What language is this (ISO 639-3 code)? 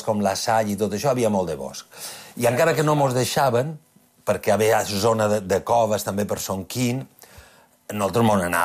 cat